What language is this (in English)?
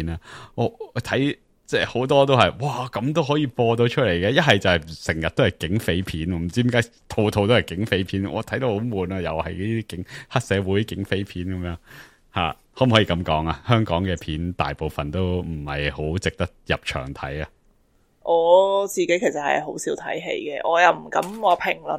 Cantonese